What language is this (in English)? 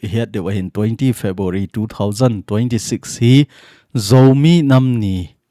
Thado Chin